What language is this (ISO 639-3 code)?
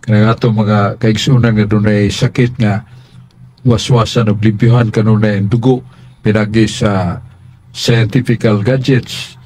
ceb